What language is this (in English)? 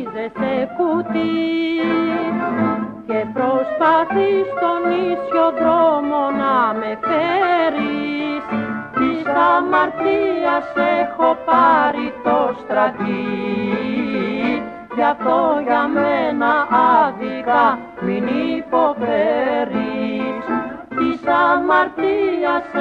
Greek